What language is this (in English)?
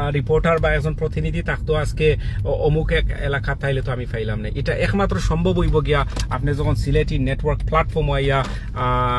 Sylheti